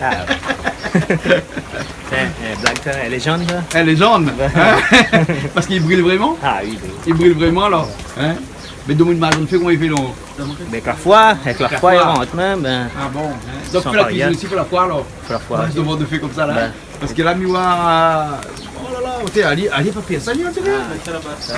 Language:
Réunion Creole French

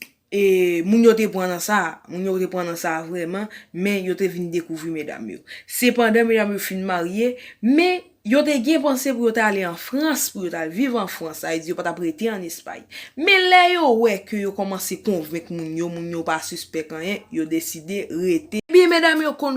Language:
Haitian Creole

